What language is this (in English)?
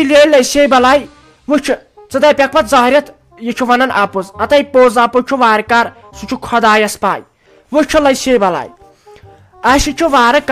Kashmiri